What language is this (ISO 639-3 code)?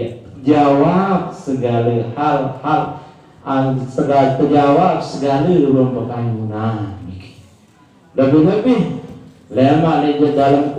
sas